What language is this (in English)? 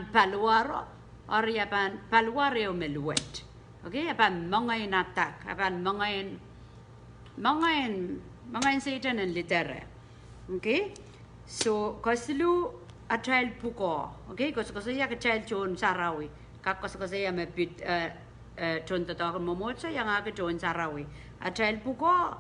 Pohnpeian